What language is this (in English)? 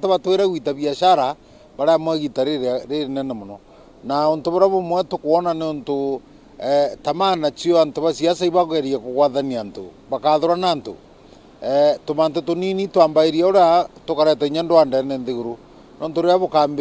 Meru